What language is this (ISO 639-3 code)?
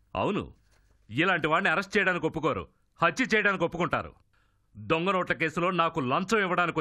tel